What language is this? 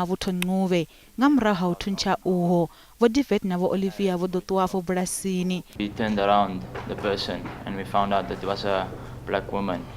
Venda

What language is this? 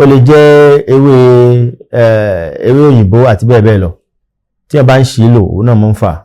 Yoruba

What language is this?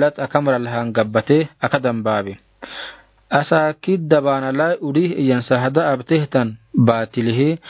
Afar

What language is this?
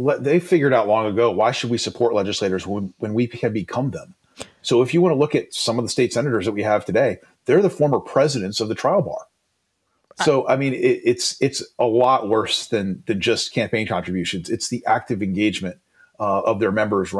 English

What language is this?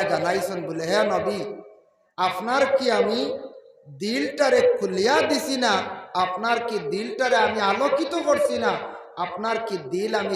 Sylheti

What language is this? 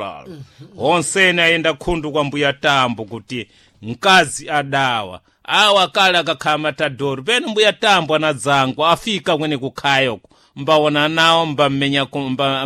Sena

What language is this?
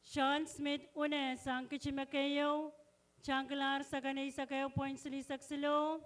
Pohnpeian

